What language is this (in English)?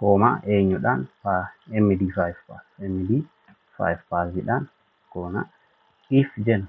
Oromo